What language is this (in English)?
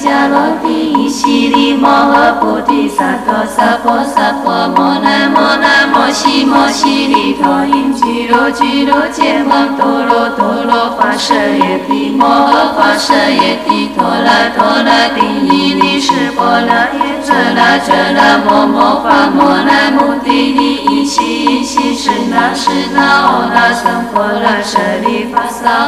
Chinese